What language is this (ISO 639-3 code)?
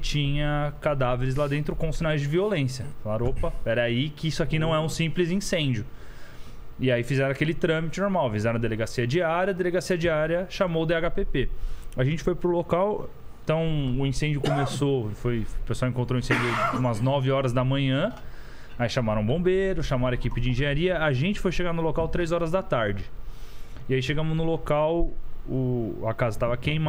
por